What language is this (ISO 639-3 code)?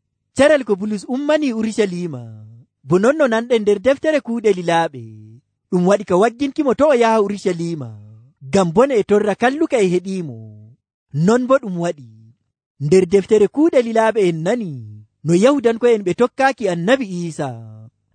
fuv